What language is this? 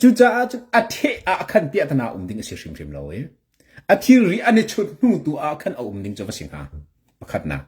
Hakha Chin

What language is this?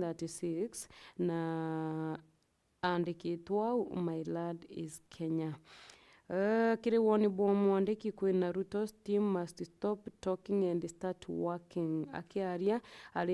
Meru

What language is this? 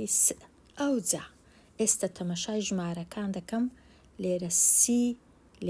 Central Kurdish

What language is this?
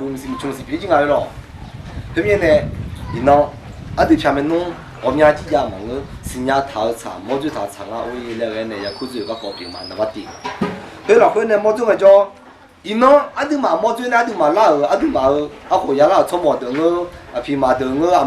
Akha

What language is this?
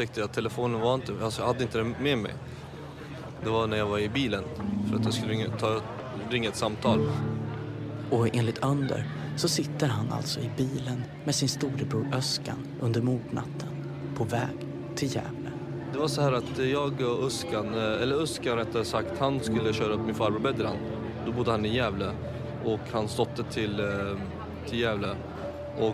Swedish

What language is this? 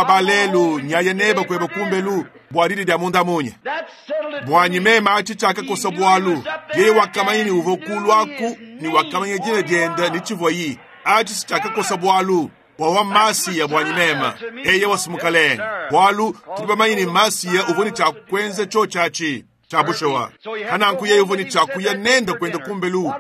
Luba-Lulua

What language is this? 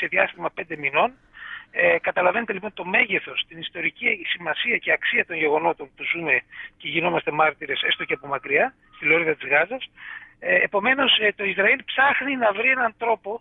Greek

